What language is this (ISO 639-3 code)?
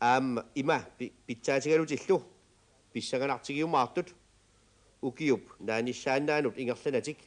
kal